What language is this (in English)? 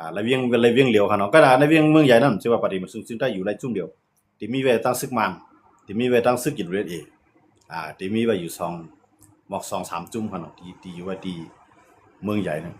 Shan